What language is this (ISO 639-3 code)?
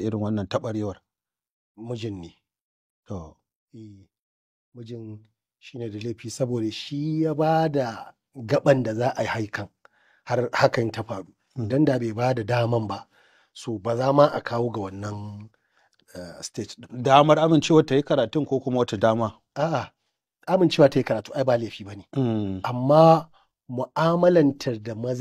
hau